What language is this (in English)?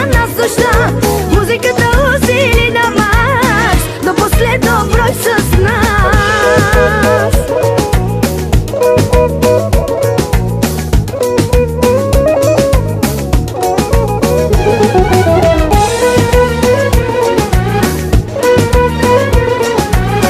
Bulgarian